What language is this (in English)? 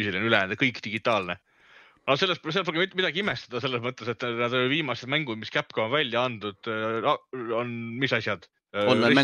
Estonian